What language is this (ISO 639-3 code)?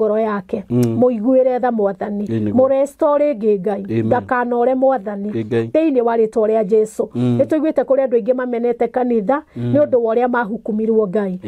kik